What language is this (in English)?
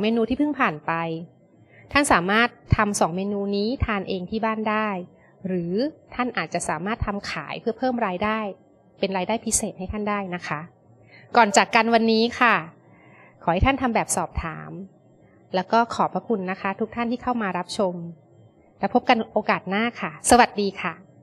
Thai